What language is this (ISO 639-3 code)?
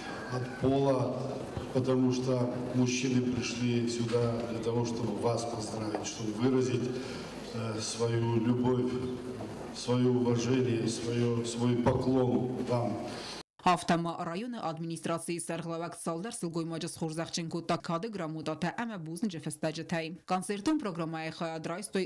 oss